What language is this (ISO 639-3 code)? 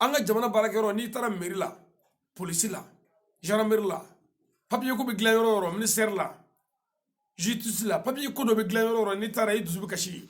bam